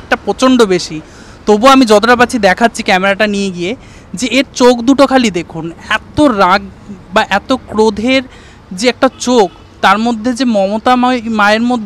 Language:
Bangla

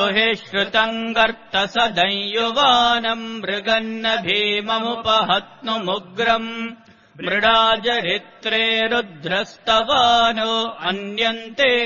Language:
Sanskrit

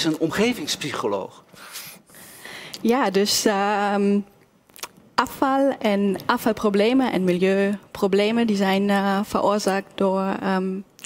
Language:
Dutch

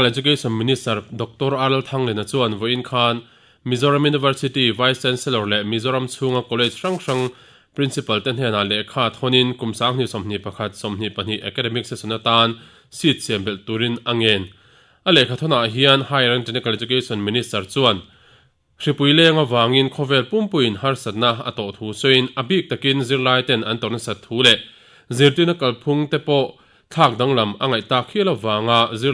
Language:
Mizo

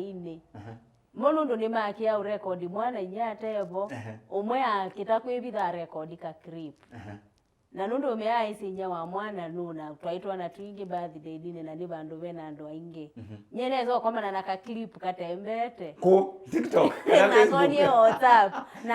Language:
Kamba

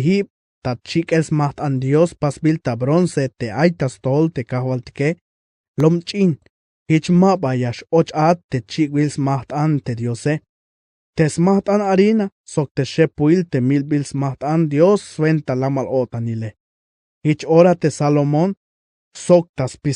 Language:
Tzeltal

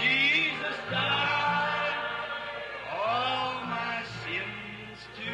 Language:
Luba-Lulua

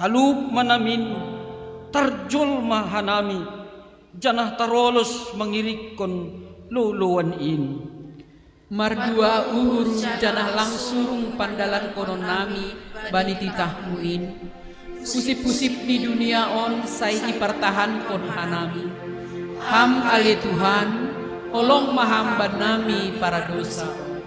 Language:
Batak Simalungun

